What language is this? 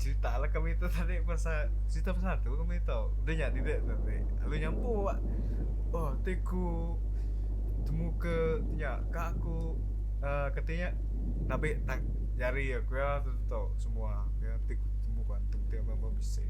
Iban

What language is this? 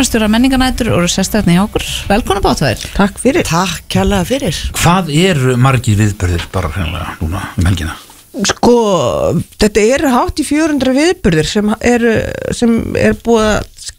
Icelandic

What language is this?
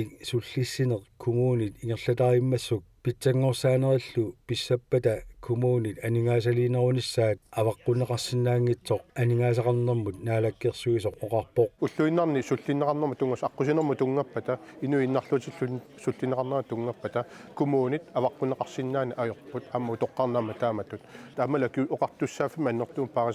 Kalaallisut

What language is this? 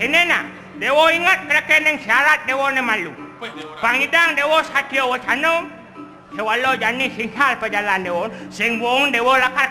Balinese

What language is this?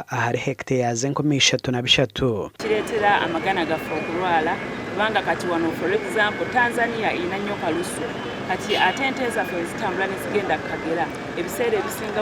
Nyankole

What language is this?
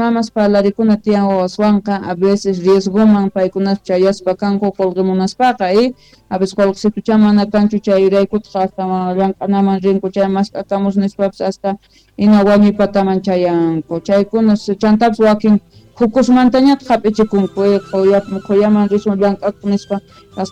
Quechua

